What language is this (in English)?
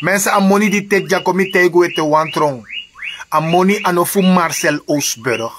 Sranan Tongo